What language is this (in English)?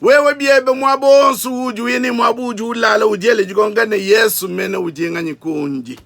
Luba-Lulua